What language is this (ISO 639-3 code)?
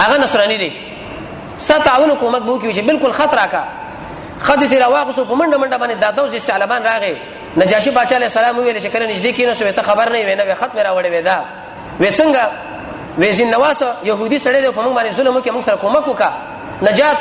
pus